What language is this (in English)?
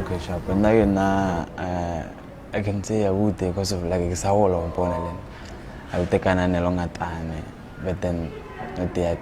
Southern Sotho